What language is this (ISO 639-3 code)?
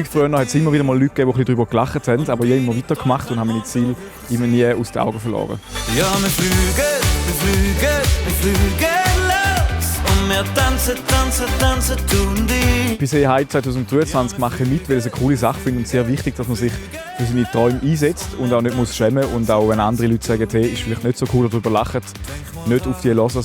gsw